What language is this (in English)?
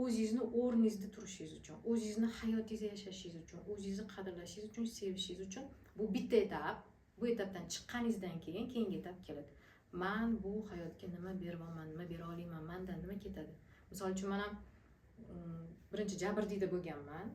Uzbek